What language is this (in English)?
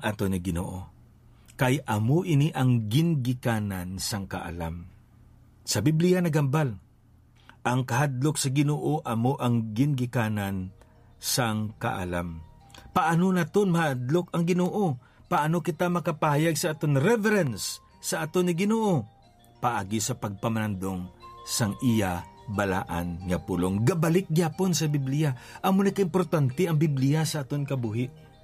Hiligaynon